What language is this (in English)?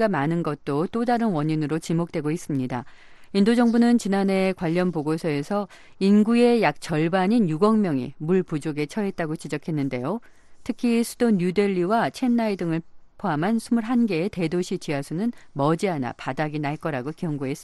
Korean